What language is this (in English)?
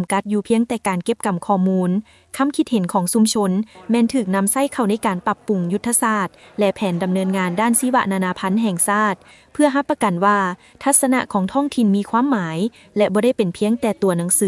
Lao